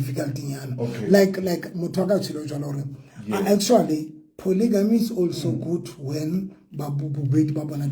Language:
Southern Sotho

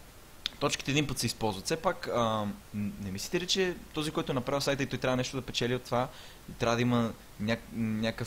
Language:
Bulgarian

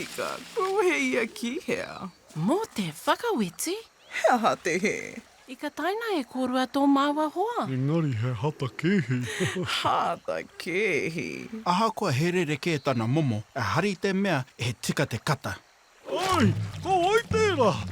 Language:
Māori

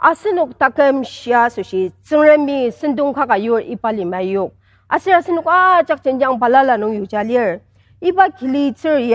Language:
Ao Naga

